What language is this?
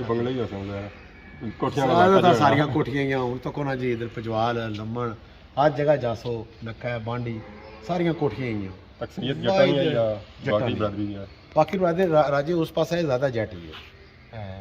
Pahari-Potwari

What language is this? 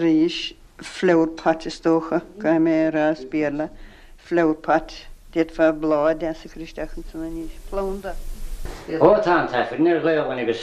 Irish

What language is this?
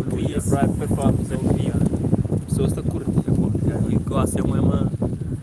Kabuverdianu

